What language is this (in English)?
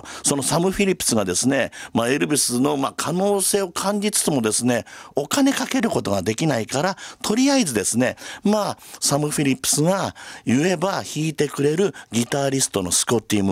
Japanese